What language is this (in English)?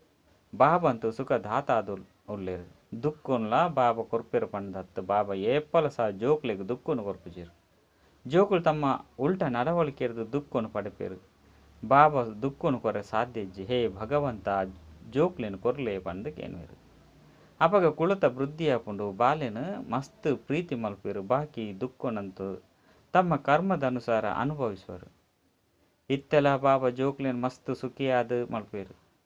Tulu